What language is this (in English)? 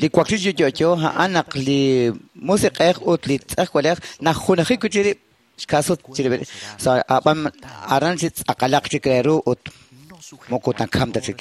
Kekchí